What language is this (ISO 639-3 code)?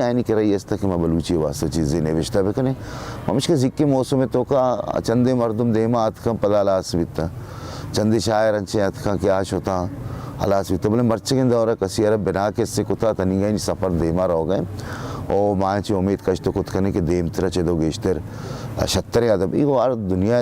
bal